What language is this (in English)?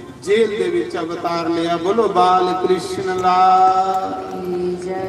Dogri